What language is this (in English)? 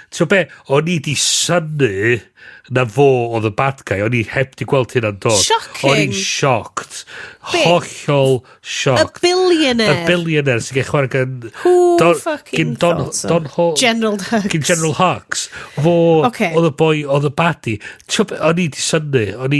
Welsh